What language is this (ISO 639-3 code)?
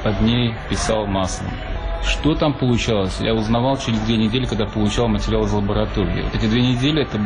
rus